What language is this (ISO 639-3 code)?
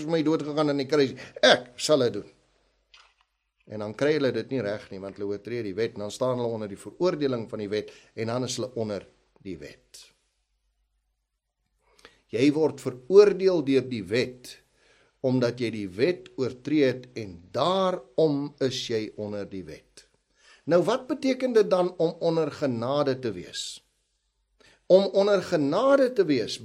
afr